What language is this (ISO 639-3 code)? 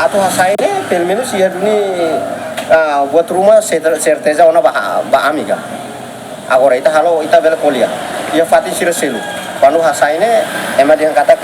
tet